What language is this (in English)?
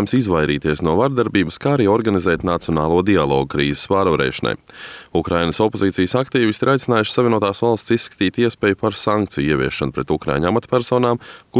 Latvian